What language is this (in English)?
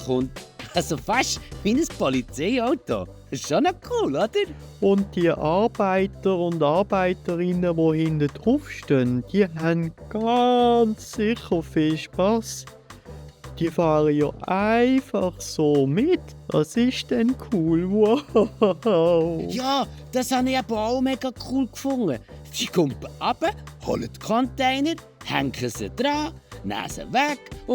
Swiss German